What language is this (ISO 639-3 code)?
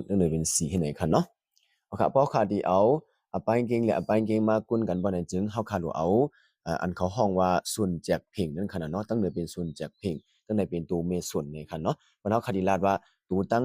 shn